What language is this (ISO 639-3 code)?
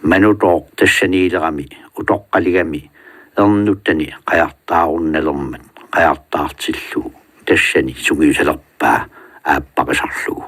kal